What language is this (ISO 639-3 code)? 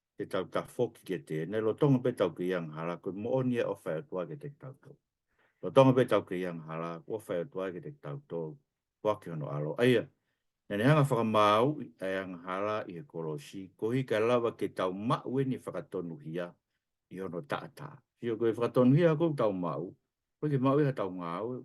ton